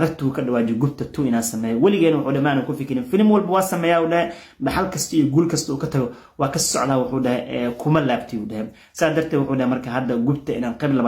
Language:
Somali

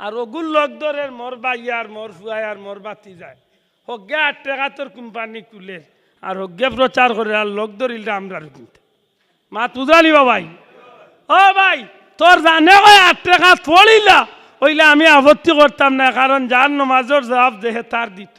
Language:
Sylheti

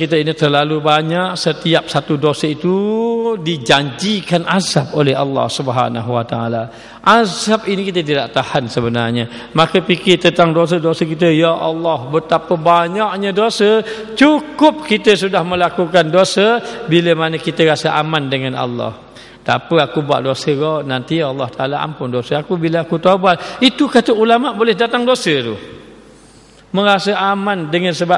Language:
Malay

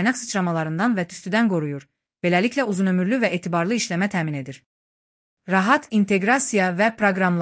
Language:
Azerbaijani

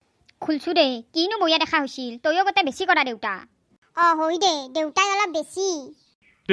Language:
Assamese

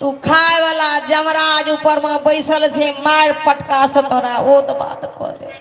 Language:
Maithili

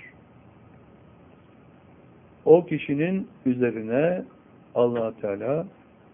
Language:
Turkish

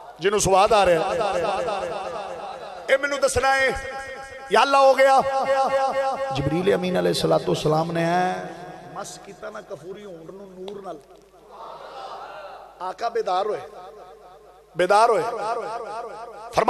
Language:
Western Panjabi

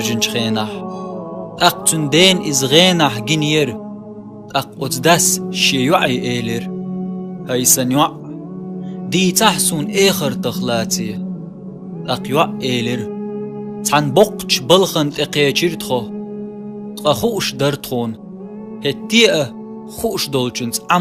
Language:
Chechen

